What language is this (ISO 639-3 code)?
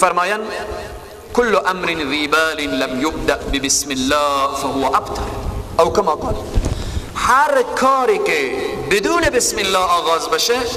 fas